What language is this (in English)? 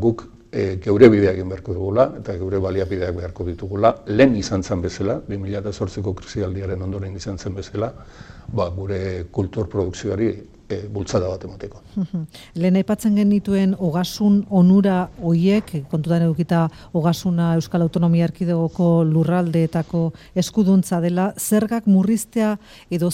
Basque